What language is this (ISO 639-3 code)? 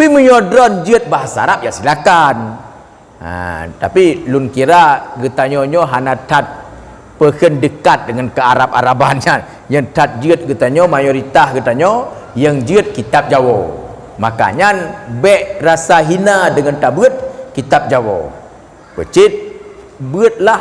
ace